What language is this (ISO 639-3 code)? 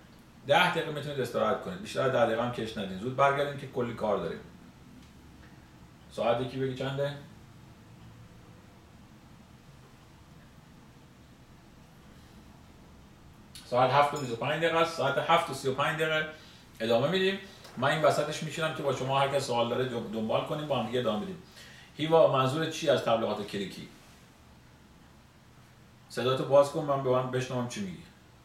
fas